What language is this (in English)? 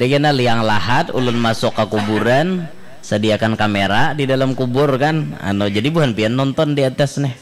Banjar